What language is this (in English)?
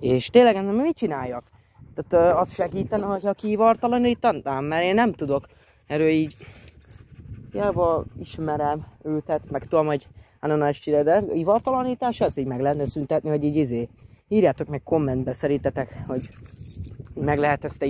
Hungarian